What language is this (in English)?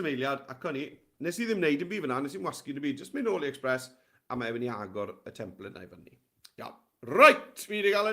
Welsh